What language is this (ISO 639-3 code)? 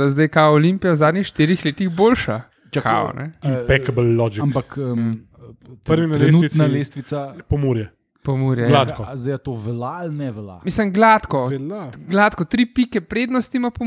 slv